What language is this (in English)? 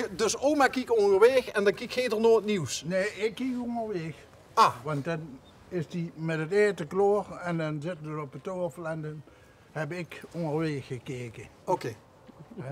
Limburgish